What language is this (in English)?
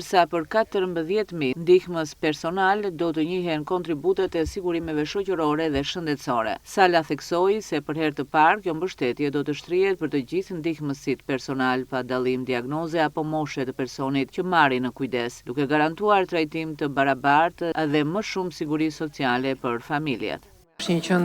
Albanian